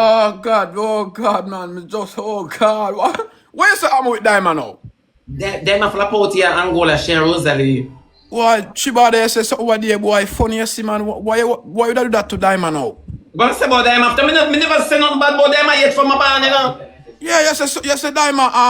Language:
Jamaican Creole English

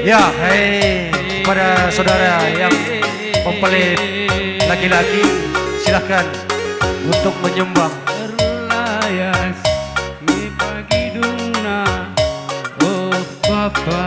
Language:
Batak Karo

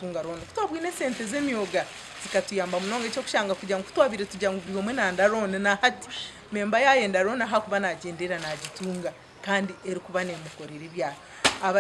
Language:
Nyankole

